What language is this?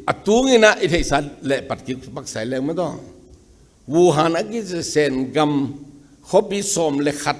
Tedim Chin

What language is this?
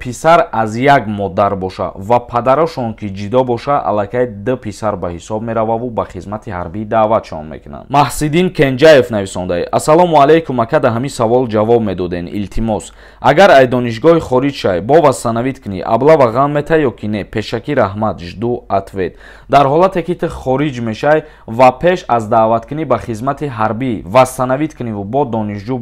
Tajik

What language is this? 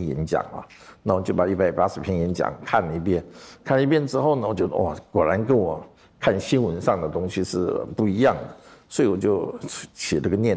Chinese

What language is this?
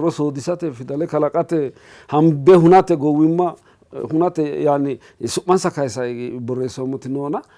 Sidamo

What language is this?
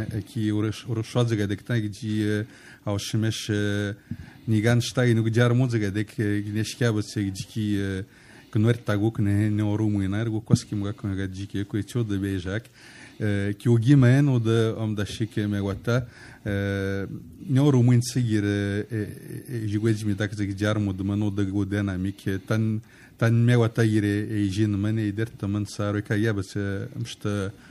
Serbian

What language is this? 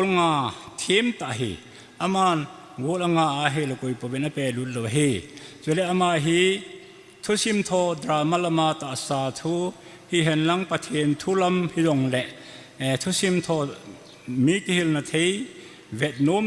Thado Chin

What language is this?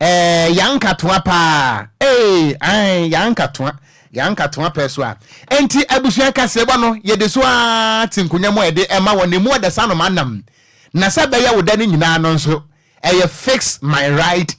Akan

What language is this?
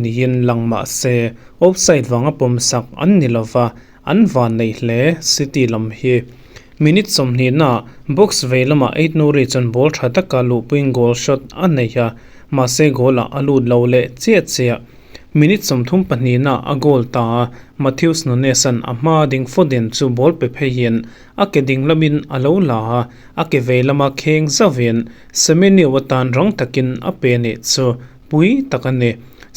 Mizo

